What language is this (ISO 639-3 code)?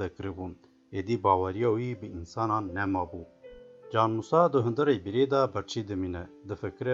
kur